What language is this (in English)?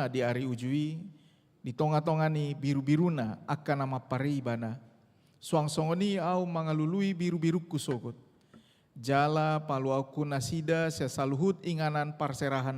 Batak Toba